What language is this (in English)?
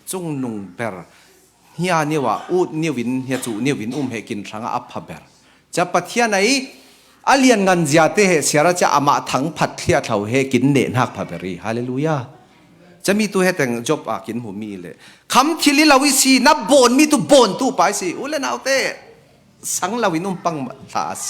Falam Chin